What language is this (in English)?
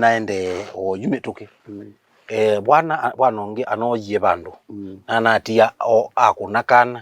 Kamba